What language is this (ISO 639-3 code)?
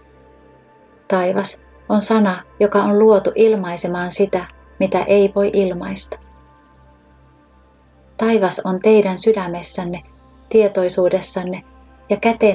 fin